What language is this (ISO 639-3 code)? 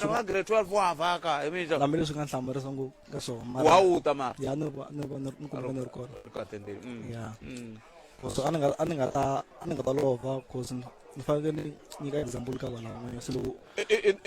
tso